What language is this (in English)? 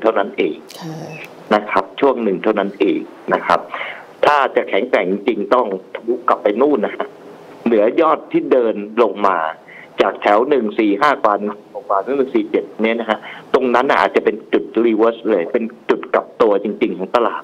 Thai